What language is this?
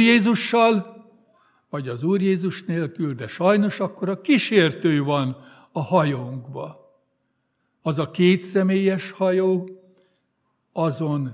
Hungarian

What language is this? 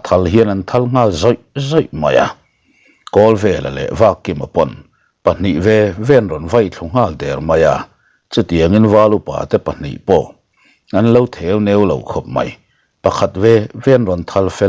Mizo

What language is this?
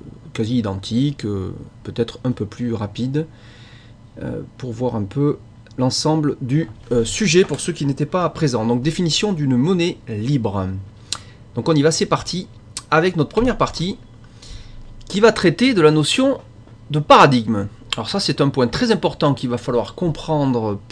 French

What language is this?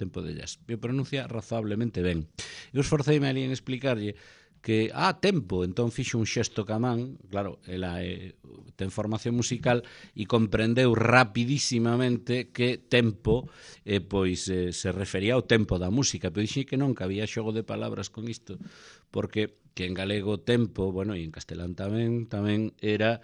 Galician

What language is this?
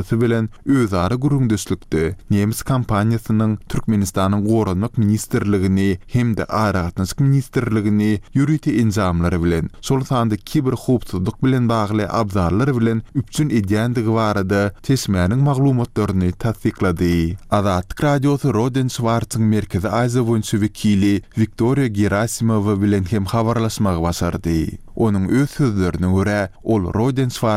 Turkmen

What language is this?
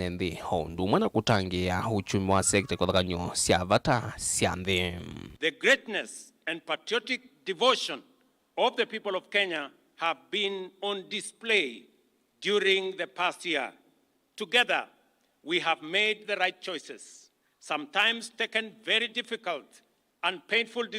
Kamba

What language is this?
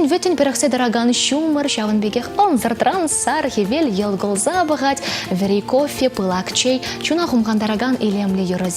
Chuvash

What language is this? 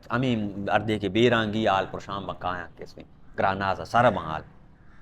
Baluchi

